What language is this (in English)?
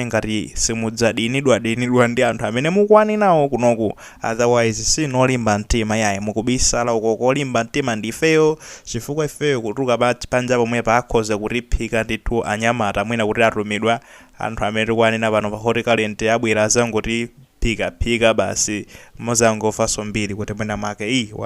Nyanja